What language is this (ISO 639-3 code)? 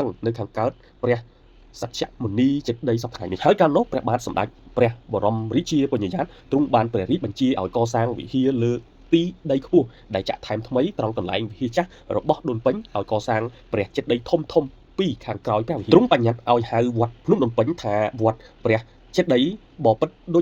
khm